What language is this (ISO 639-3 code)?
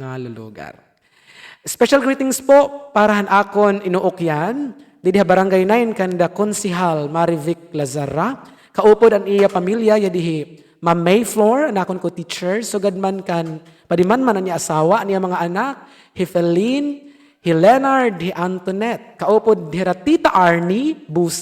war